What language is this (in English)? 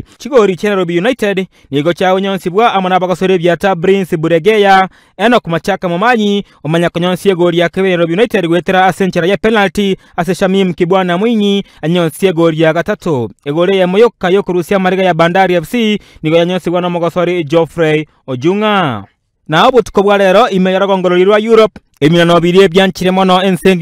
Gusii